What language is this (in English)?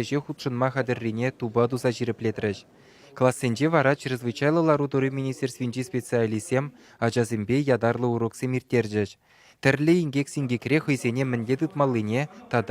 Chuvash